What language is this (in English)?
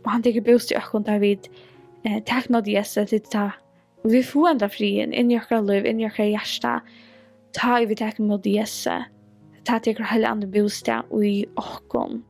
Faroese